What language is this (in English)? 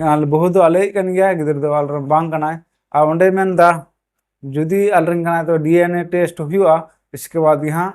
Santali